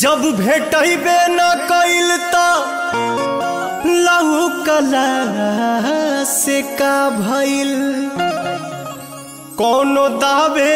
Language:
Bhojpuri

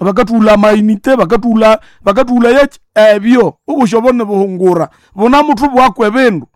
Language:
Nande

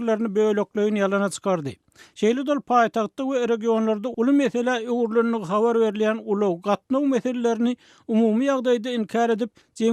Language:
Turkmen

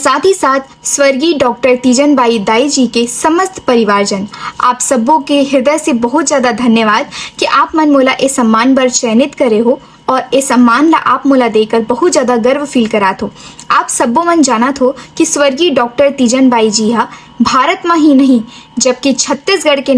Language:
Chhattisgarhi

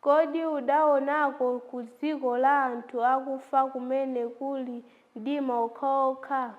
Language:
Nyanja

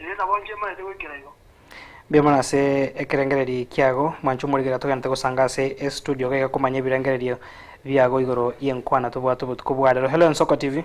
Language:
Gusii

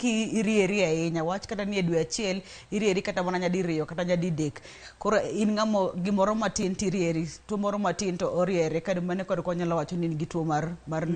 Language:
Luo (Kenya and Tanzania)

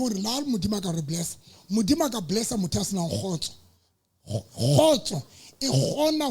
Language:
Southern Sotho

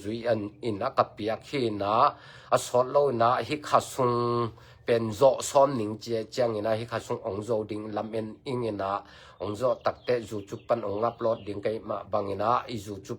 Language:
Tedim Chin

